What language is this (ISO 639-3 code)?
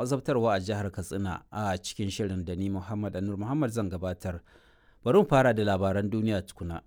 hau